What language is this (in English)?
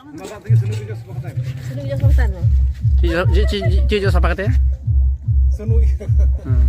Santali